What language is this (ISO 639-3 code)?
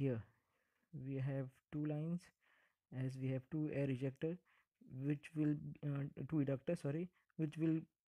eng